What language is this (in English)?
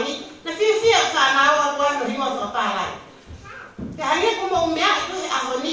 Tongan